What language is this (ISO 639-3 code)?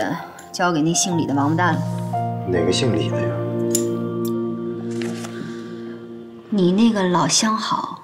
zho